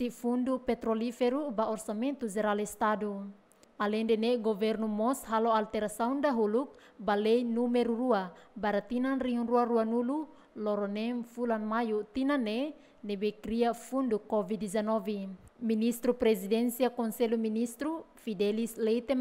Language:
Tetum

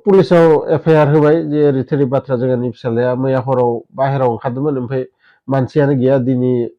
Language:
Bodo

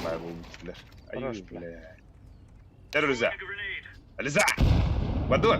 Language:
Yakut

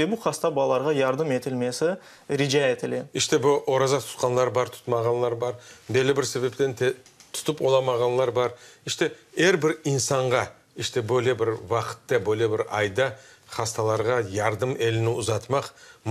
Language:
Crimean Tatar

